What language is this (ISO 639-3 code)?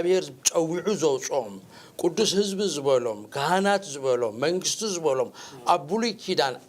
tir